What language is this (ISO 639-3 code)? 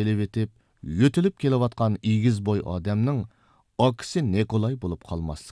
uig